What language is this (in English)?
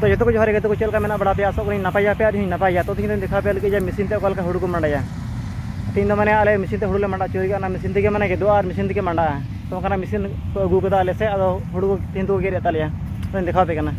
Santali